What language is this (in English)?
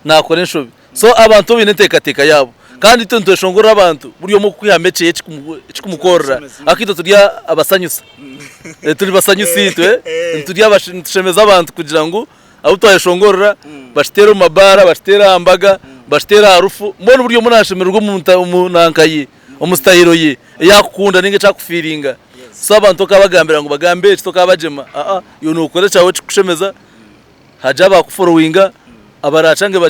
Nyankole